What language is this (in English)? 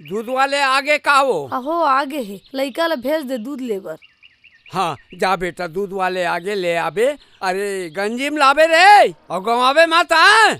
Chhattisgarhi